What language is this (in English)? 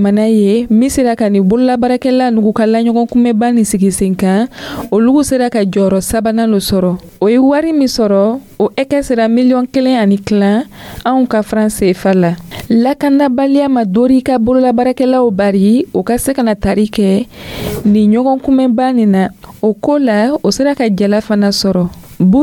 Dyula